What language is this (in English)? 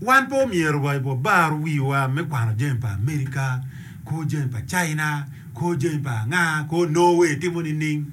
Acoli